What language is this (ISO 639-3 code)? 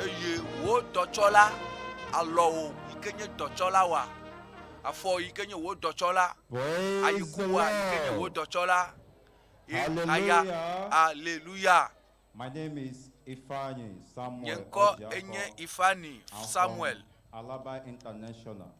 ewe